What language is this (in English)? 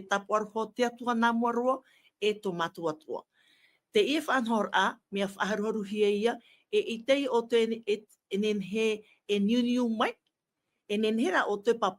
Tahitian